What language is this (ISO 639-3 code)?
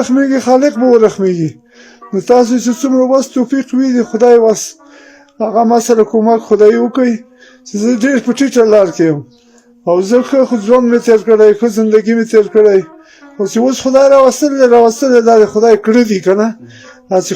pus